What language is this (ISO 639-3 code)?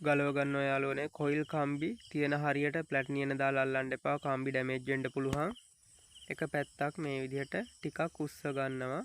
sin